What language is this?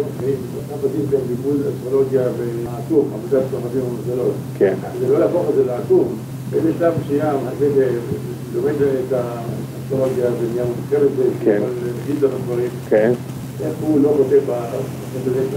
Hebrew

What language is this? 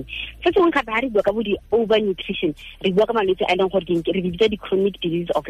Tswana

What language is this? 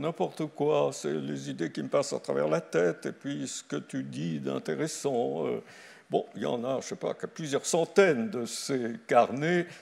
French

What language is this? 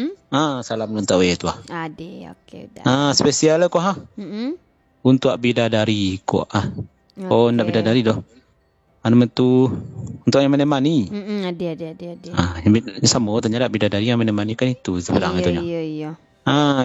Minangkabau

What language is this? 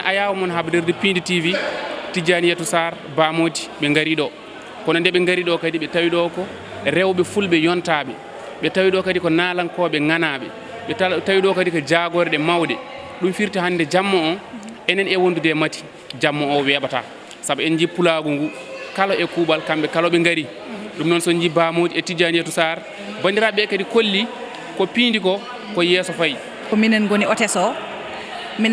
Fula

